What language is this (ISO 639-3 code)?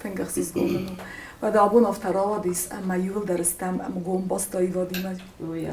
oss